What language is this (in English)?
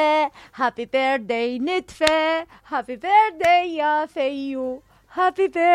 Mesopotamian Arabic